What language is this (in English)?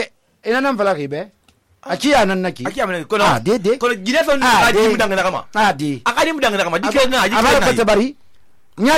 Susu